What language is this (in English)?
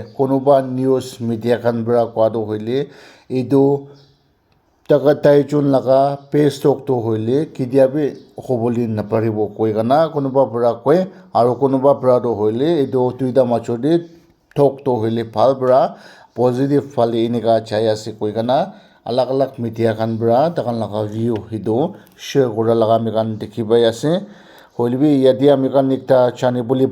Naga Pidgin